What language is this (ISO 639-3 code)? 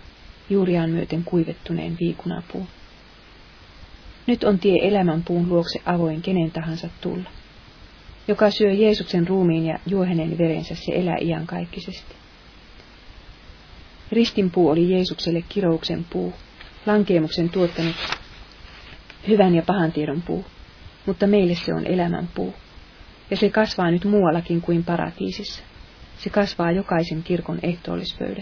fin